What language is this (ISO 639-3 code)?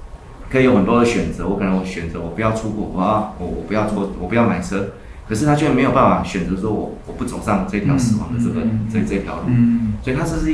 zho